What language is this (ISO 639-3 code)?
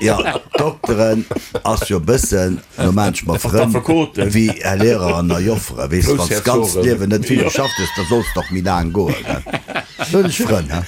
ltz